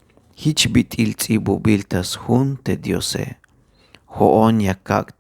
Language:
Tzeltal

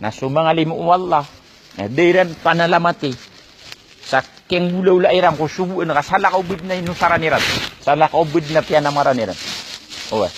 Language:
Maranao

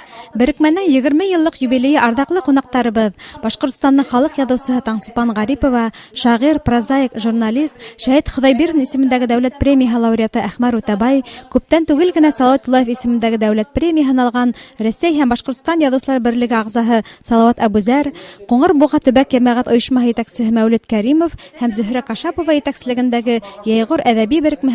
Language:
Bashkir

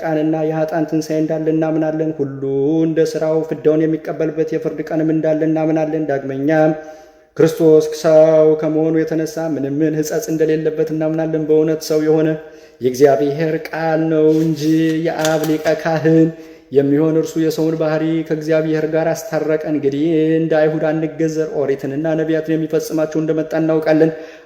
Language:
Amharic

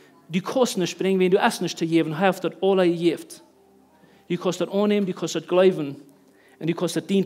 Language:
Plautdietsch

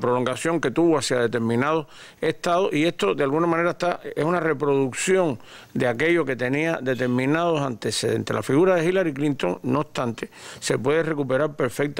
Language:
Spanish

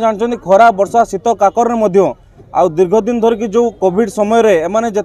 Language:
Odia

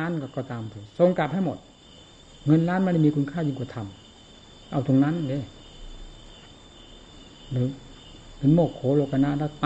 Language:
Thai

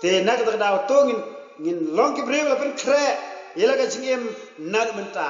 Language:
Khasi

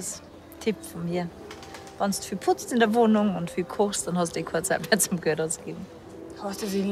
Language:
Bavarian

